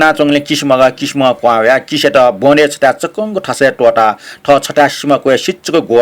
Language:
Newari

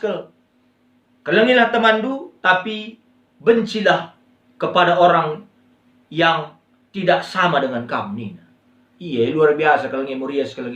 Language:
Batak Karo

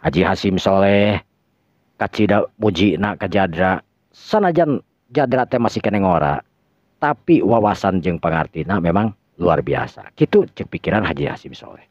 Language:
Sundanese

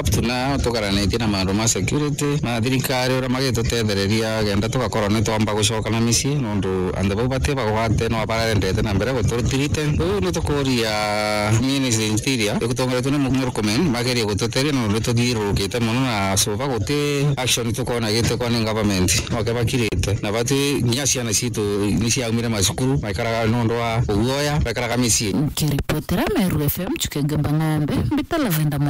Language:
Meru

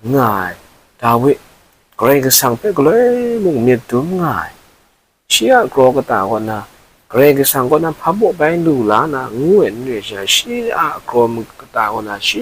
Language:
Kachin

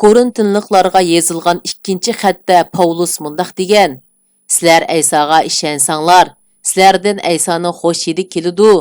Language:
Uyghur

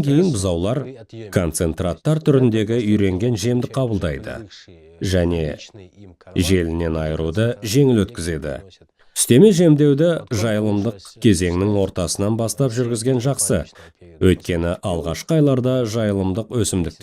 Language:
Kazakh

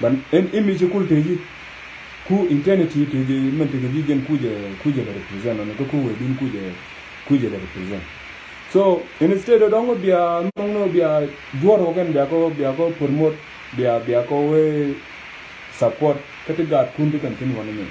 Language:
Nuer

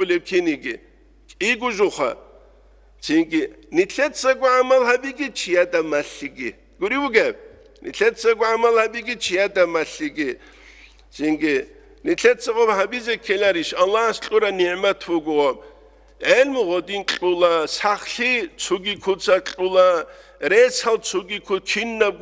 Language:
Avaric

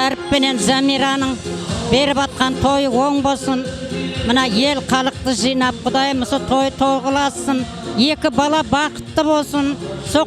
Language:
Kara-Kalpak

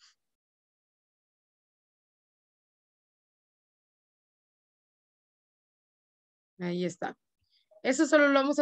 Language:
Spanish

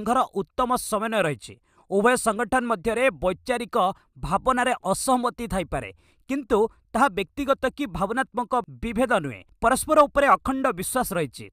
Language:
Odia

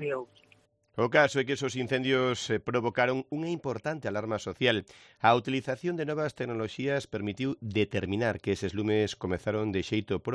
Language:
Galician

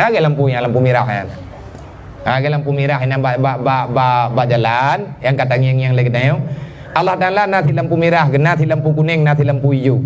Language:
Achinese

